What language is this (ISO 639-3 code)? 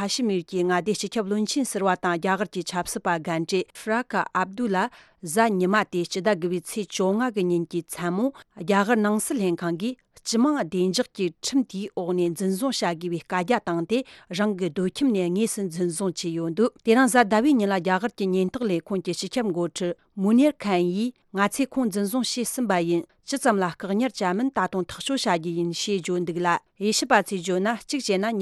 bod